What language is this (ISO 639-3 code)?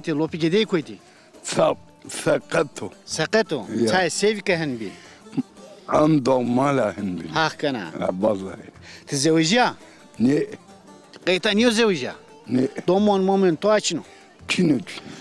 zza